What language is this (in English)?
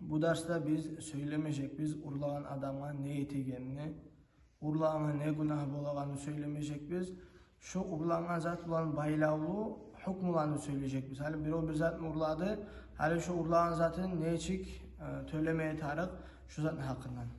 Kumyk